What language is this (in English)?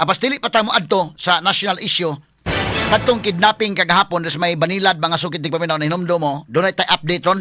Cebuano